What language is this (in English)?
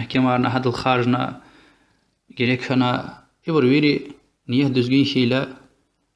Lezghian